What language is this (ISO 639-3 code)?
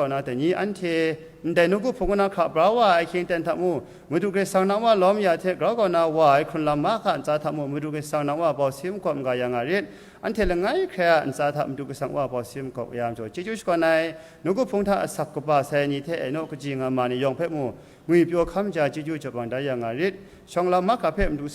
kac